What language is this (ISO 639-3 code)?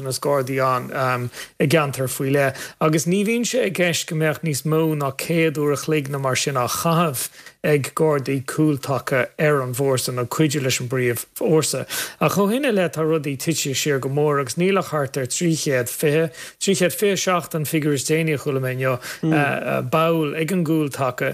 gle